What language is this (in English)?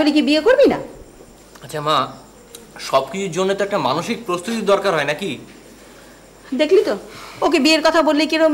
Bangla